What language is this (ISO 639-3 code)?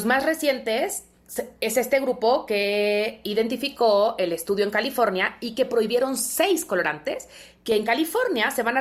spa